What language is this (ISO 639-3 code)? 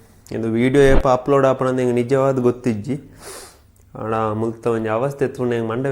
tcy